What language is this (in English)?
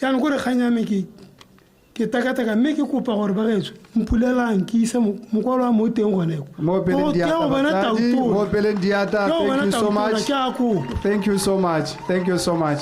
Tswana